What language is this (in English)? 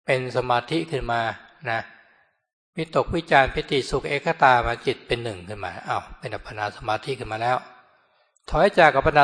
Thai